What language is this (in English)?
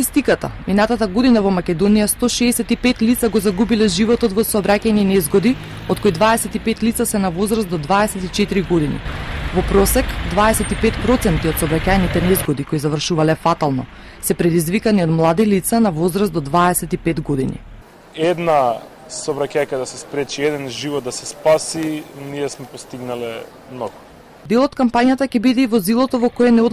Macedonian